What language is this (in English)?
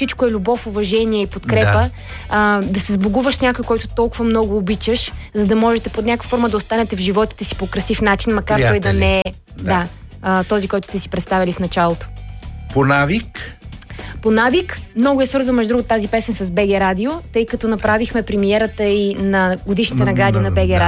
Bulgarian